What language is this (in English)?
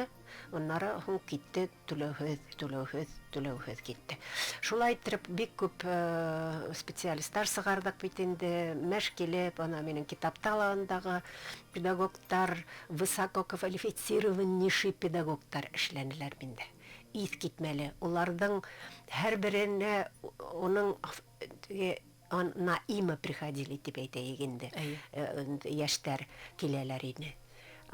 Bashkir